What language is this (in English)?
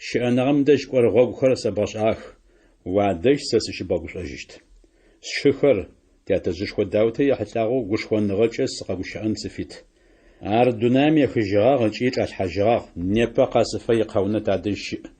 Adyghe